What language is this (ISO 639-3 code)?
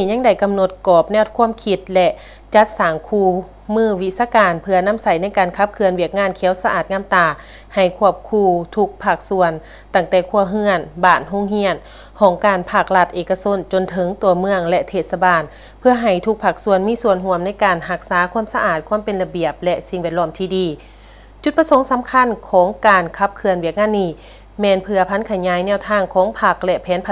lao